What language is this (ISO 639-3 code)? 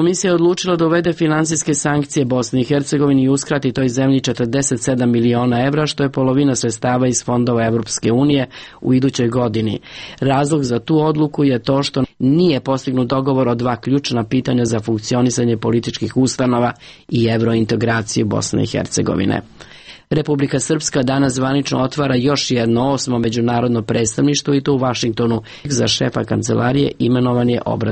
srp